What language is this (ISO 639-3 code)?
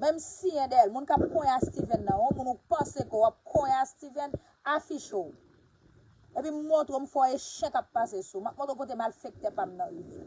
hat